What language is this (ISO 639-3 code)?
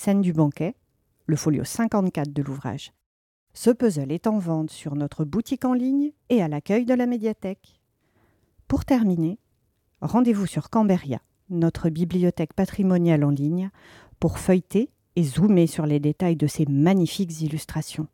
fra